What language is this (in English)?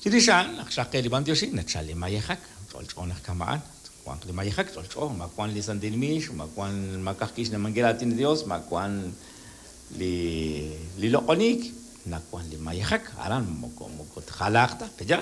Kekchí